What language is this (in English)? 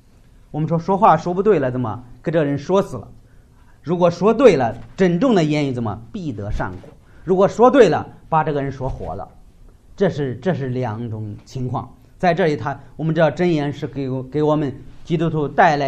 Chinese